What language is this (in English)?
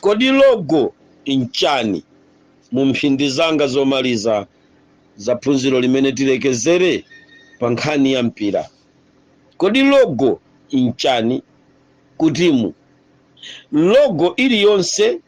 Nyanja